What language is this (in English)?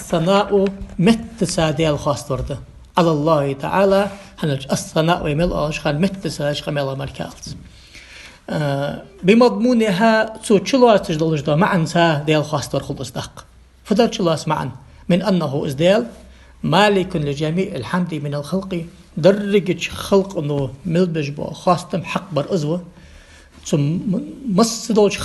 Ingush